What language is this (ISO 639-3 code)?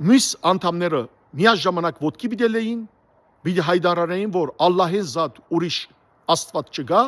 hyw